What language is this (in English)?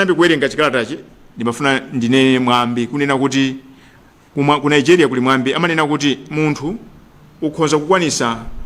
Nyanja